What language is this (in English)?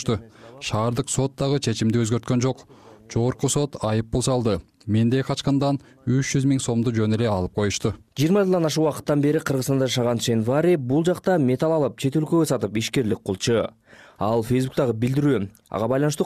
Kyrgyz